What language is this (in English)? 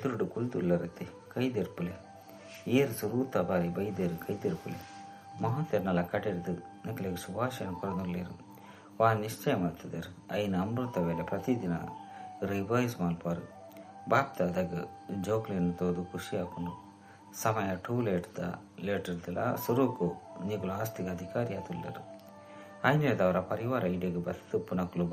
Tulu